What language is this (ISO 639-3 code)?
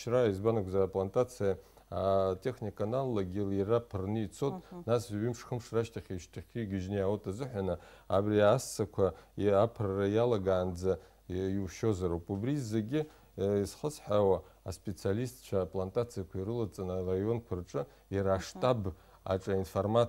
abk